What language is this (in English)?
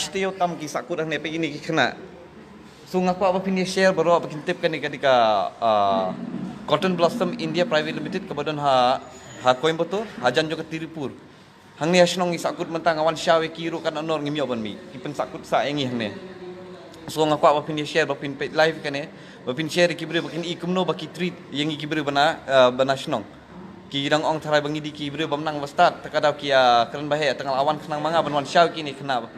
Khasi